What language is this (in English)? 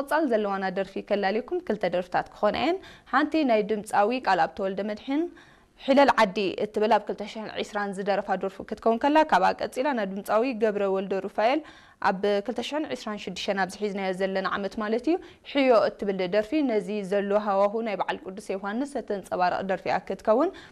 Tigrinya